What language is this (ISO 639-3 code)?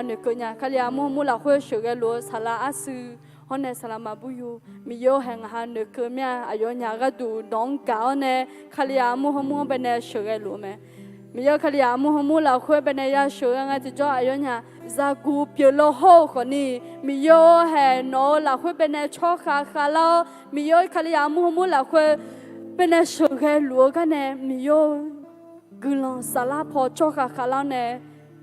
ahk